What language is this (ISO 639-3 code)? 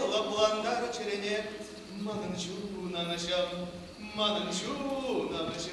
chv